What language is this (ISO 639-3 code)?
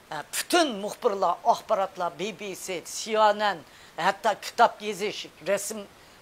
uig